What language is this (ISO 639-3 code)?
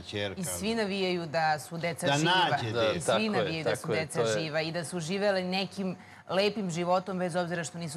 srp